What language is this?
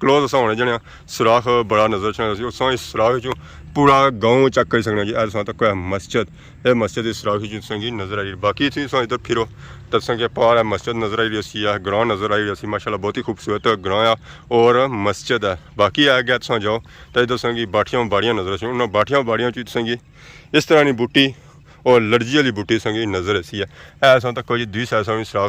Pahari-Potwari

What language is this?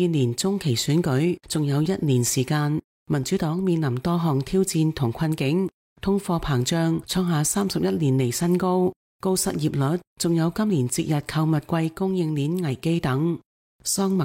Cantonese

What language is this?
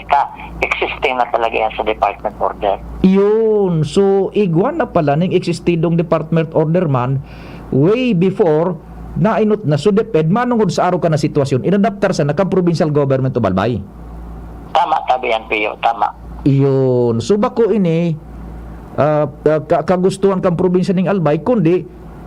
Bikol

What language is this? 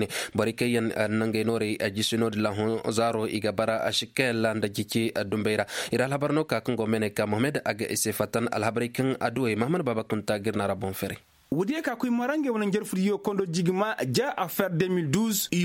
Koyraboro Senni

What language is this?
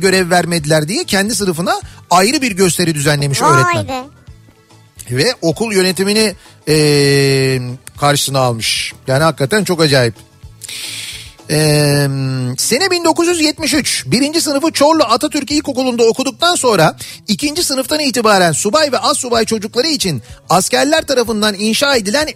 Turkish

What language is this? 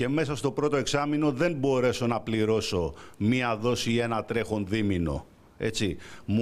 Greek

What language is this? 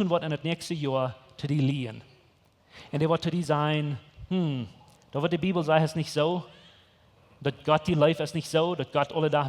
Plautdietsch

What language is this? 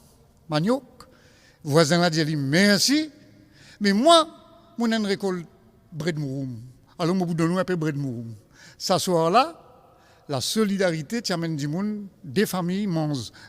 Morisyen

